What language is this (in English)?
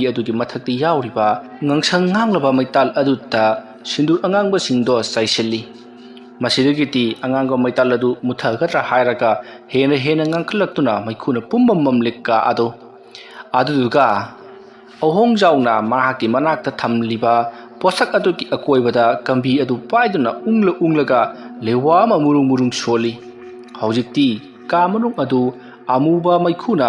Manipuri